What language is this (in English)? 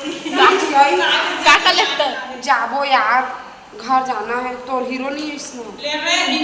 Chhattisgarhi